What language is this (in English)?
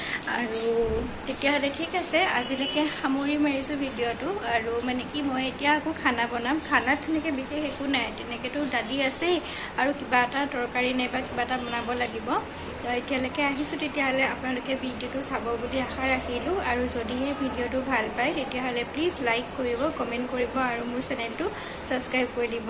Assamese